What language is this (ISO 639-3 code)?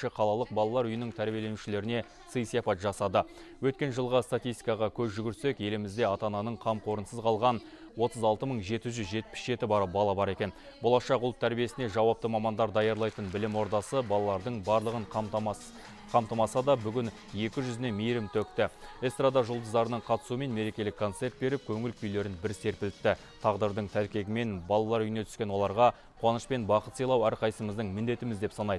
kaz